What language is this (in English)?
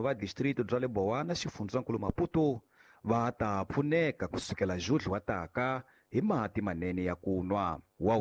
Tsonga